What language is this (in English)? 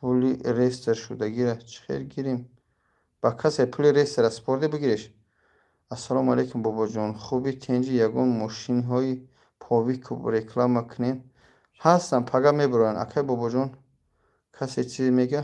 Tajik